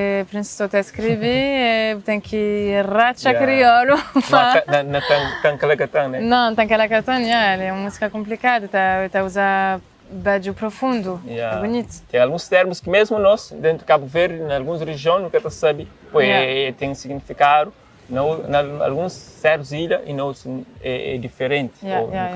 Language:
Kabuverdianu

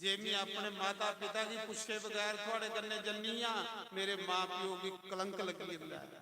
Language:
Dogri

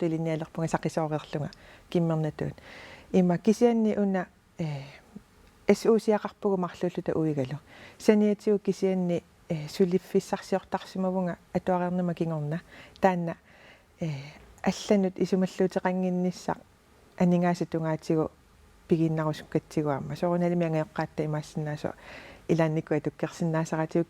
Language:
Kalaallisut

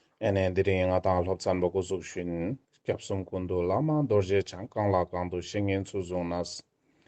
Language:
Ladakhi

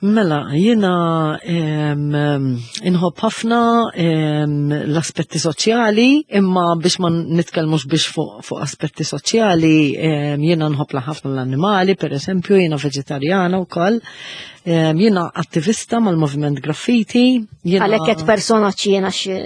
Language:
Maltese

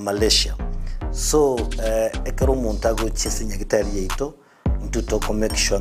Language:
Gusii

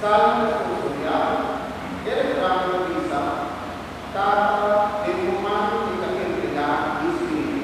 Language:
Papiamento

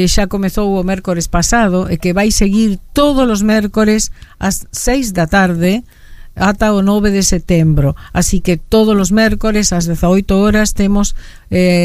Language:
Galician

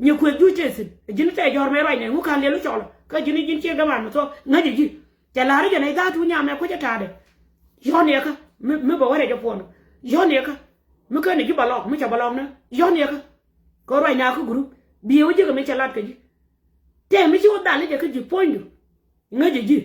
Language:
Nuer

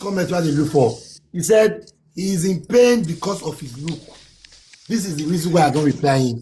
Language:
Nigerian Pidgin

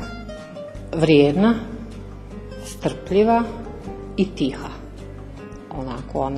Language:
Bosnian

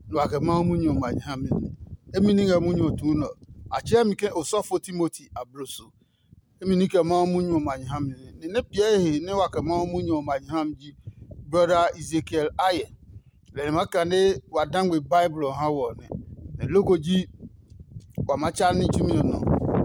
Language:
Adangme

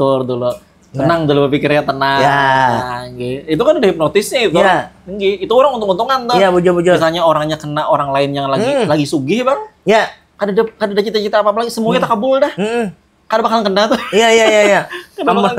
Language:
Banjar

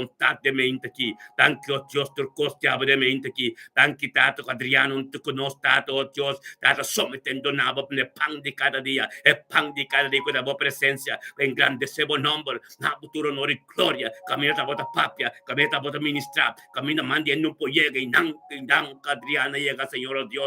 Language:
Papiamento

